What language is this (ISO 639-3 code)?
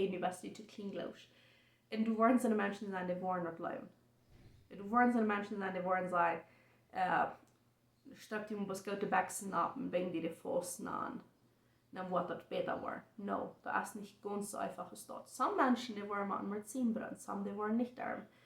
pdt